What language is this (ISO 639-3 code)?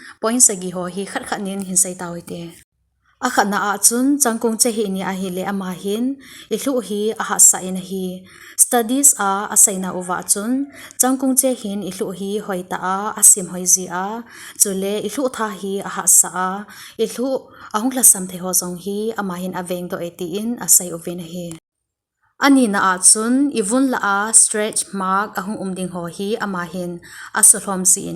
tcz